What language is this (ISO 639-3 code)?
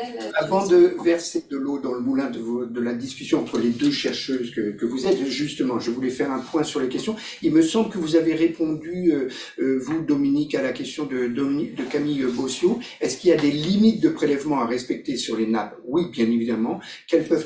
fra